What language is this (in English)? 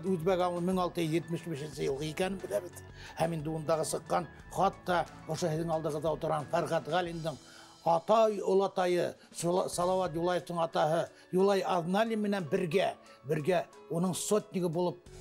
Bashkir